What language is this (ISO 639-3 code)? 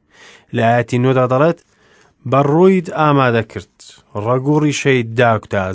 ckb